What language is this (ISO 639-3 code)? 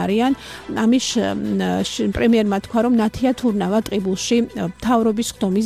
kat